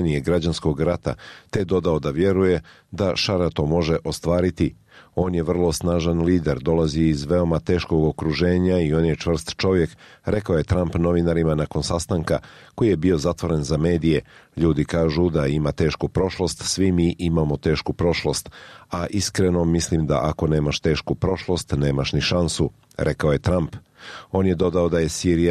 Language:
Bosnian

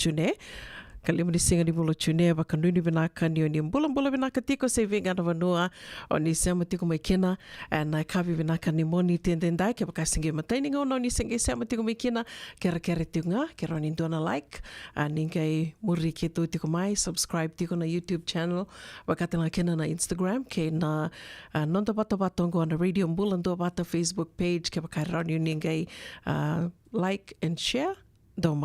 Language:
Fijian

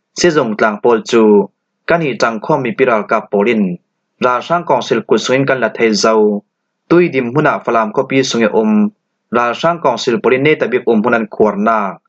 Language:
Falam Chin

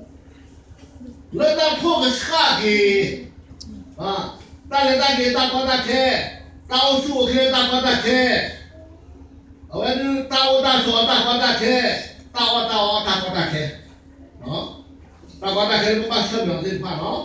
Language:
S'gaw Karen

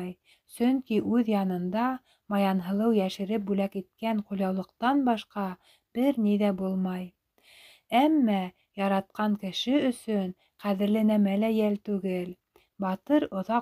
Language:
Bashkir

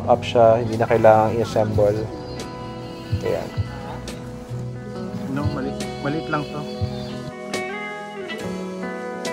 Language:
Filipino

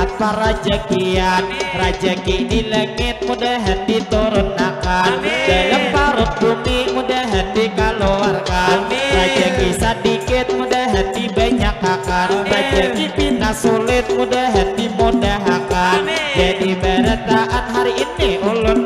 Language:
Banjar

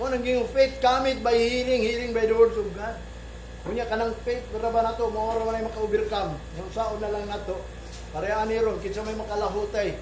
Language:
Cebuano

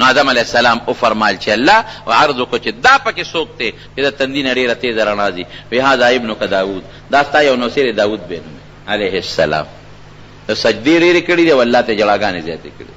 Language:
Pashto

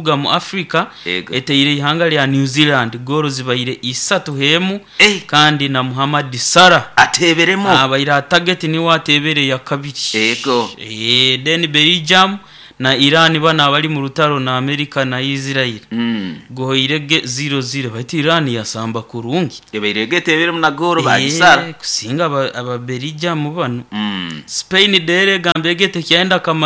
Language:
Nyoro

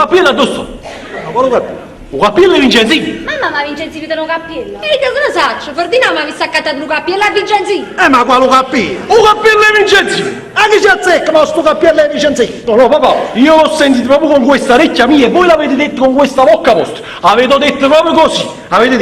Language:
Neapolitan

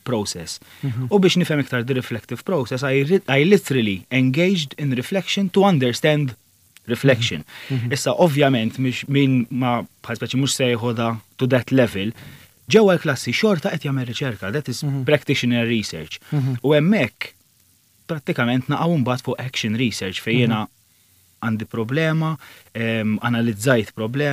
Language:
Maltese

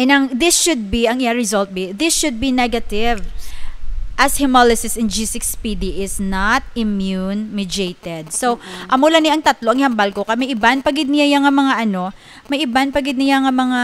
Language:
Hiligaynon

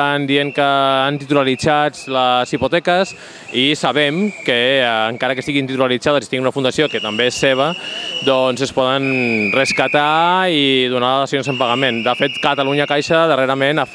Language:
Catalan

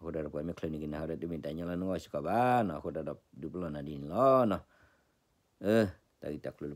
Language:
S'gaw Karen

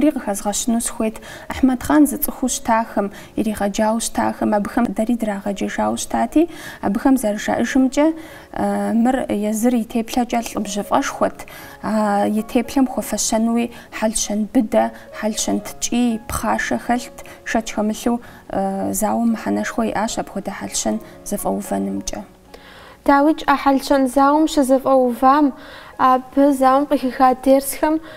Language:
Kabardian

